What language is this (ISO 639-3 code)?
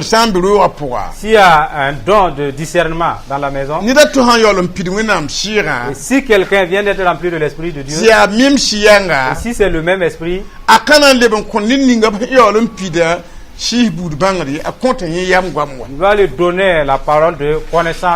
mos